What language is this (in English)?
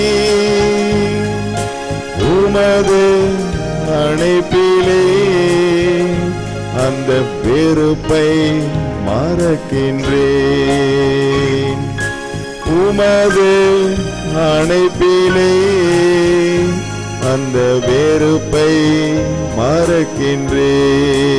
Tamil